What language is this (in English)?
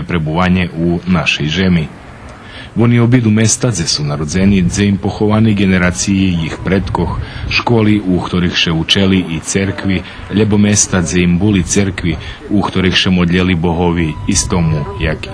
Rusyn